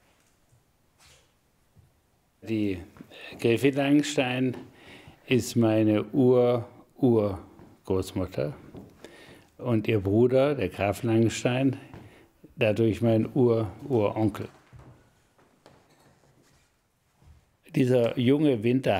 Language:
German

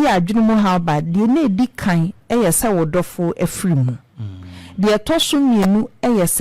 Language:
Akan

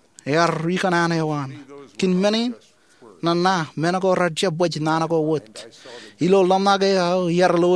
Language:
Marshallese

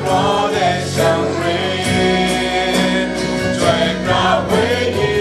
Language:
Kachin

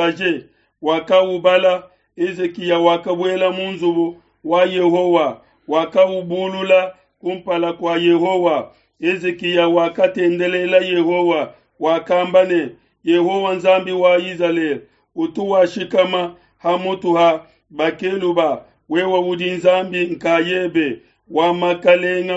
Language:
Luba-Lulua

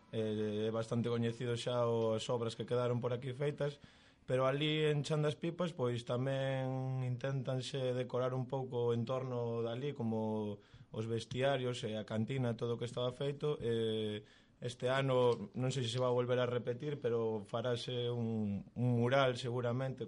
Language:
Galician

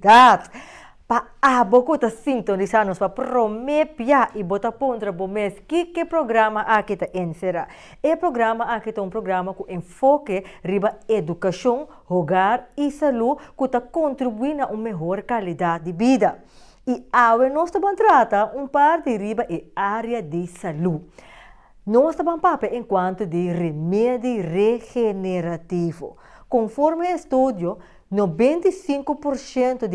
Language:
Papiamento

